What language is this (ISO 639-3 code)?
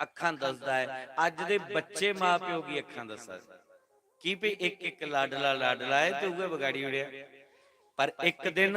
doi